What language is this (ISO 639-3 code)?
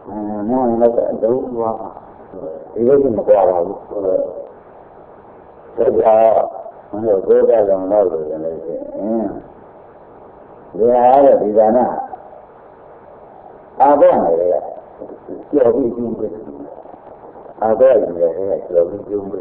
mya